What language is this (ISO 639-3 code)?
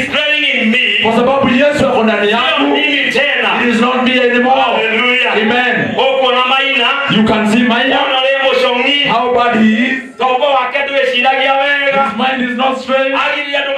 swa